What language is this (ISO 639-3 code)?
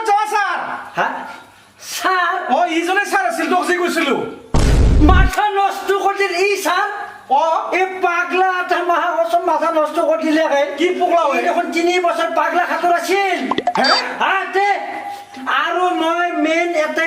asm